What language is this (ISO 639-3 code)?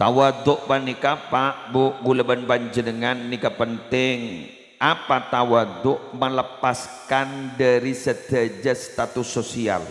mad